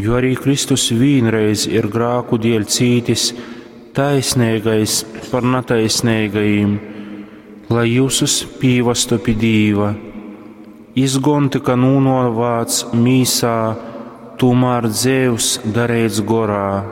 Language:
Latgalian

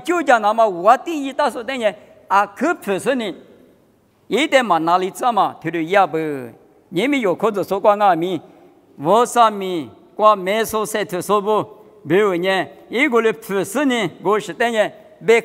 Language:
Lisu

